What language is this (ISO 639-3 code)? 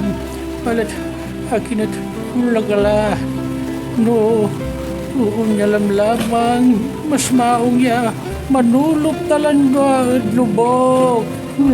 pag